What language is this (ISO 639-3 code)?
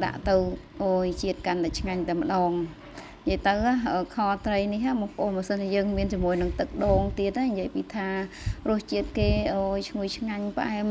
khm